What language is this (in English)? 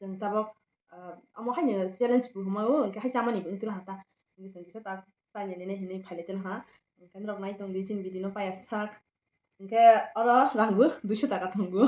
Kok Borok